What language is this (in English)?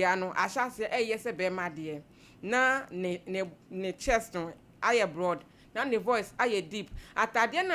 Akan